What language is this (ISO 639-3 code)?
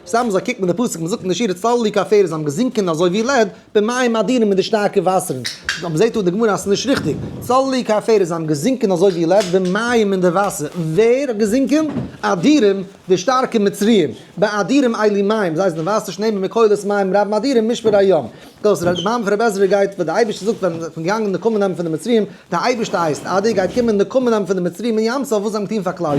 yid